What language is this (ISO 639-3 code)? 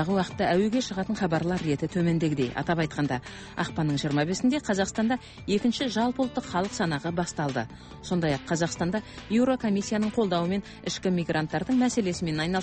kaz